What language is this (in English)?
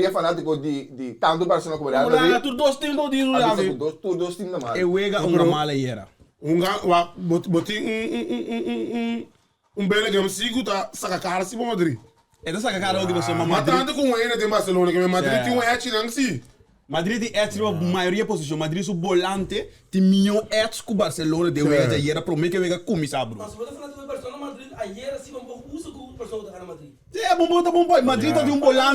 Papiamento